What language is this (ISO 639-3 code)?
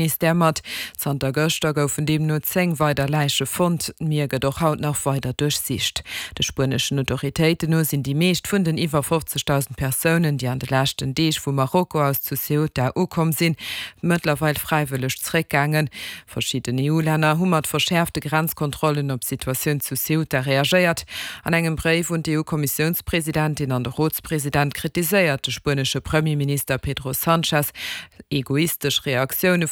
ltz